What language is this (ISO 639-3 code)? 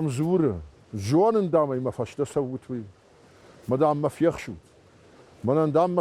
oss